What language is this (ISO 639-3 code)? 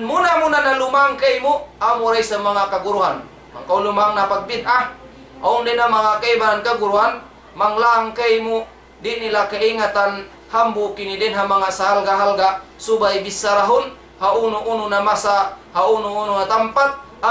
tsg